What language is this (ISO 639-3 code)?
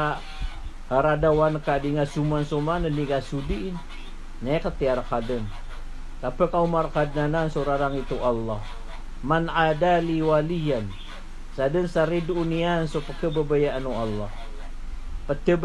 mrw